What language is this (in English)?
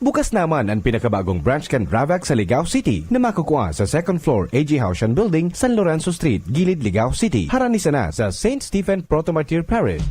Bikol